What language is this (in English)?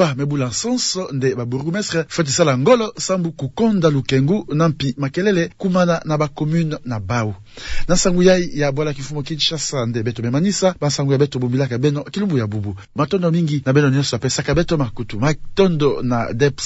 Kituba (Democratic Republic of Congo)